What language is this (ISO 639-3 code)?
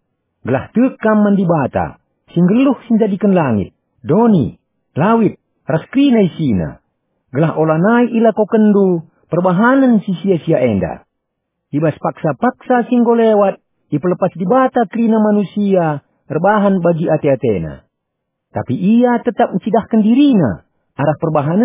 btx